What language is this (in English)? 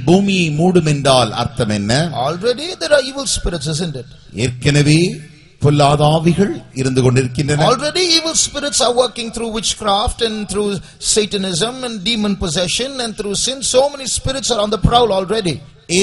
Tamil